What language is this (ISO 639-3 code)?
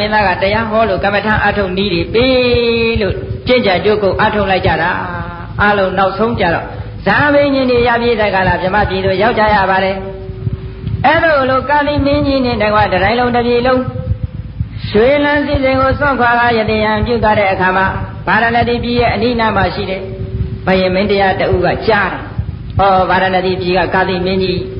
mya